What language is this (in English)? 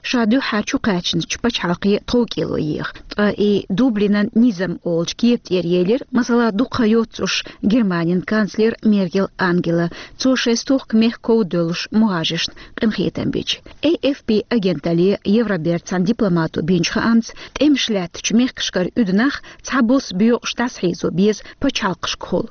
Chechen